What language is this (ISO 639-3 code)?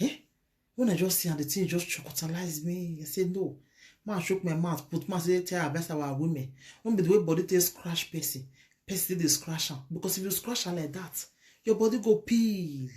pcm